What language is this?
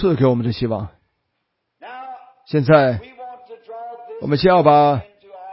Chinese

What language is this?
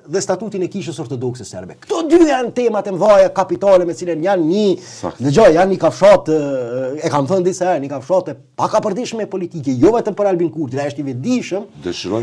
Albanian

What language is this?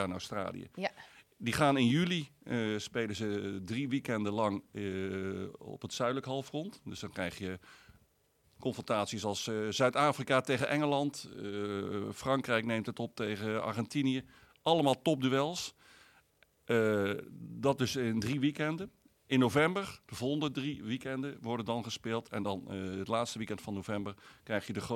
Dutch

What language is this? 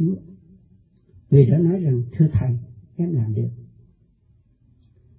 Vietnamese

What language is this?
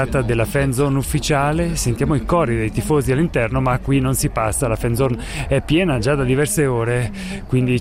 Italian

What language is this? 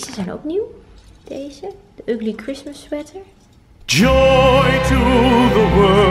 Dutch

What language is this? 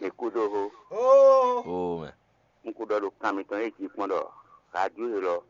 Fon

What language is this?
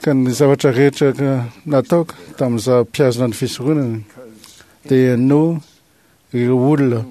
Malagasy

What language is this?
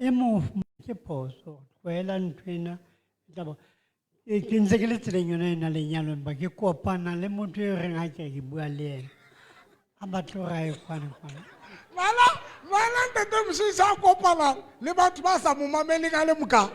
Southern Sotho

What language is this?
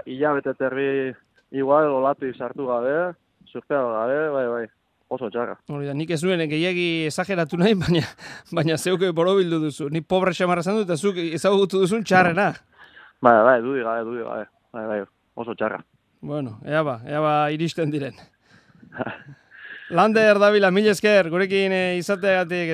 Basque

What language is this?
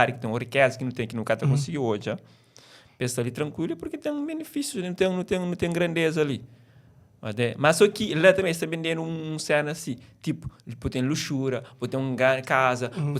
Kabuverdianu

